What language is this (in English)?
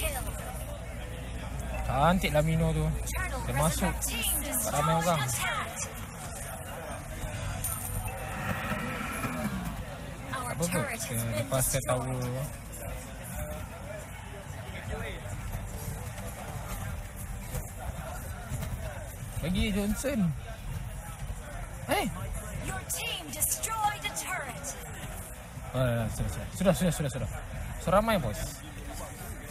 Malay